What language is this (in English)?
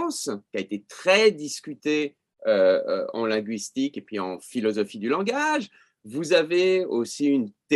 French